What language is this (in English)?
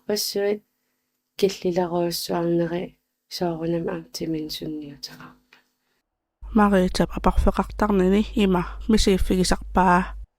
Kalaallisut